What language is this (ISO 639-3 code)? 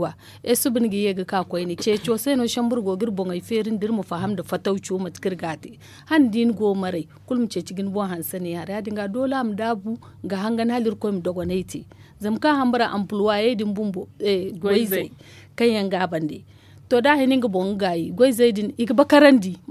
dje